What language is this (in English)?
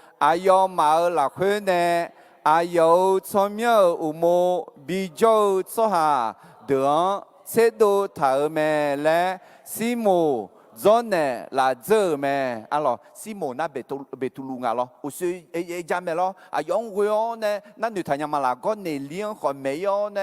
Akha